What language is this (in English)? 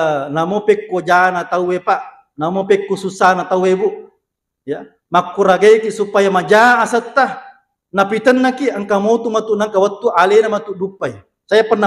Buginese